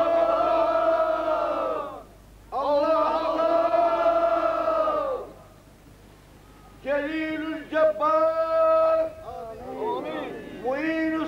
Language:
Bulgarian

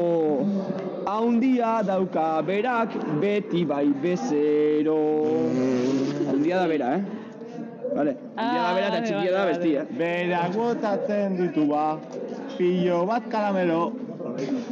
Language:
Basque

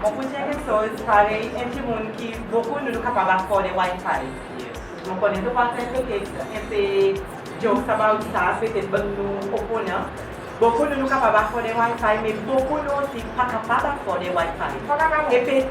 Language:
Seselwa Creole French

